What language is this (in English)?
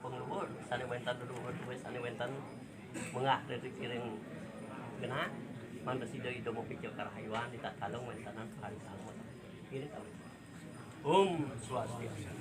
Balinese